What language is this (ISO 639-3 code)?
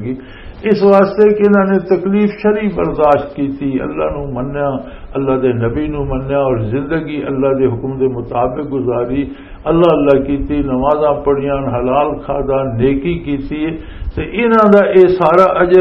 lah